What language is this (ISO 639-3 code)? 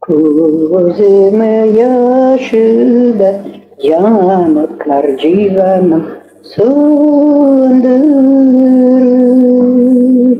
crh